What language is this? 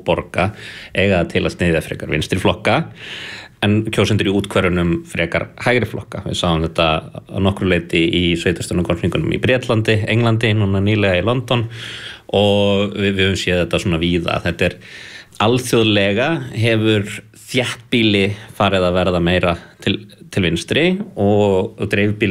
Icelandic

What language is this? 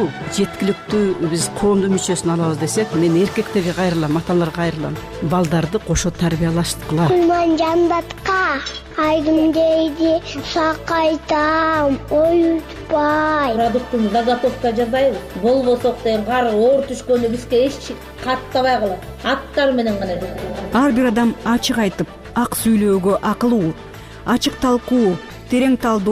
Kyrgyz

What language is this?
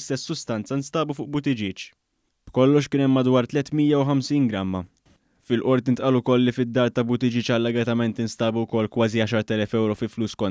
Maltese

